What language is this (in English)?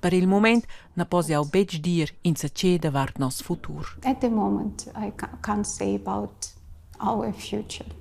Romansh